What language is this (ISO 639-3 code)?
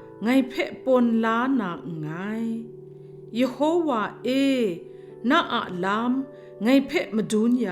kac